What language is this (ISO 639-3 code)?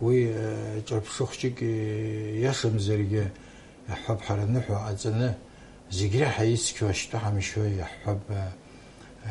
abk